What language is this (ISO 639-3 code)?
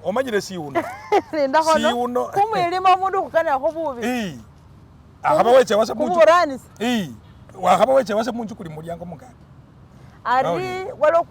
myx